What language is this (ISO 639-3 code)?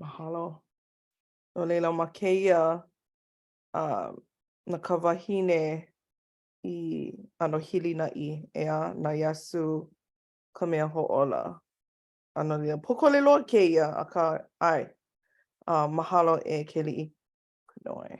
haw